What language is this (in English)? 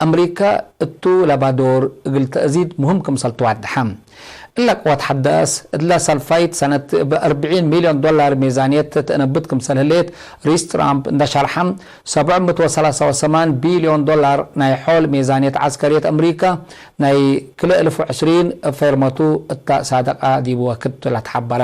Tigre